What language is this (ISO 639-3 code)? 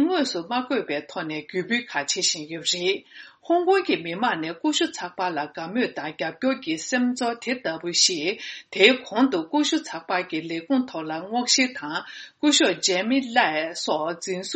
bod